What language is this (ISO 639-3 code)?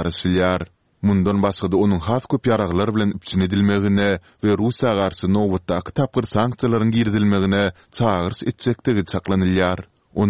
tuk